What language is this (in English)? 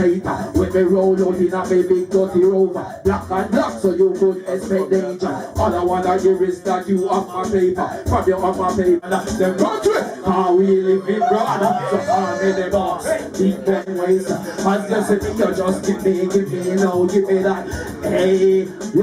Jamaican Creole English